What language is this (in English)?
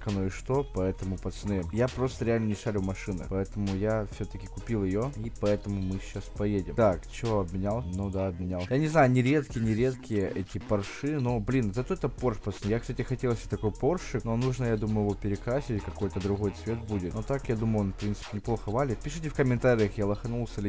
Russian